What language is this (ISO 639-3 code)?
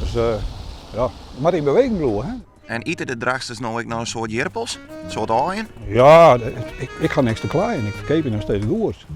fry